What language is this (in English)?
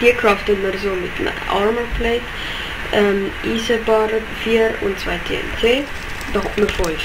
Swiss German